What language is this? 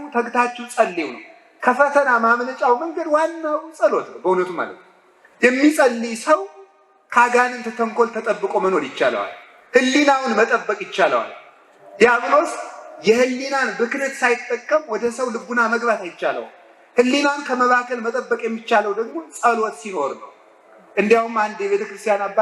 Amharic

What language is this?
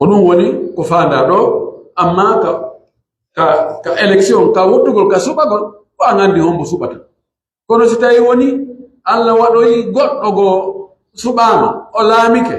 Pular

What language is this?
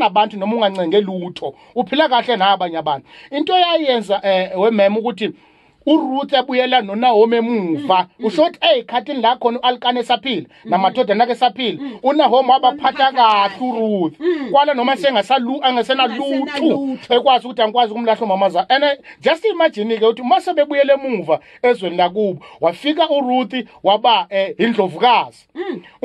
Zulu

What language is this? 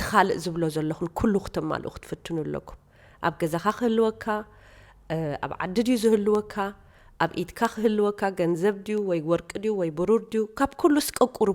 Tigrinya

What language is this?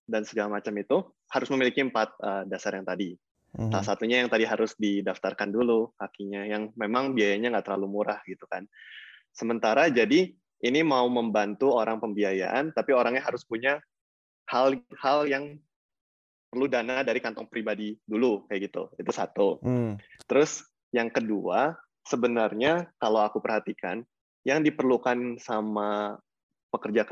Indonesian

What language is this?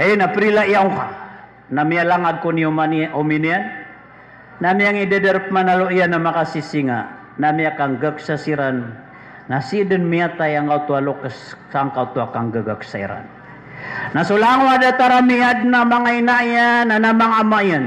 Maranao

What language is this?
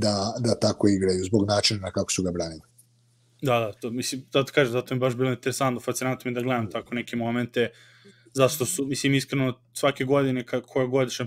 Serbian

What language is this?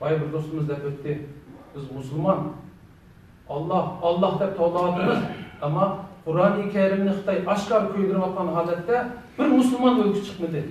Uyghur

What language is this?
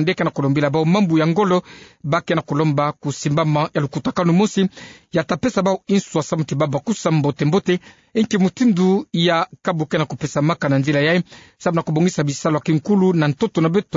Kituba (Democratic Republic of Congo)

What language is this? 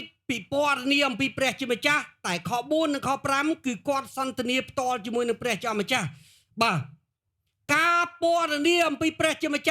Khmer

